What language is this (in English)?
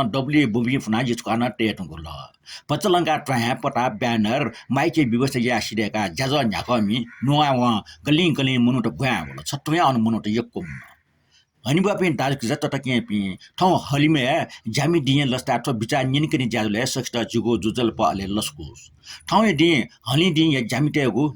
Newari